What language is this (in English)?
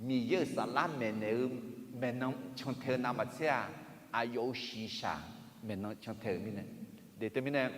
Akha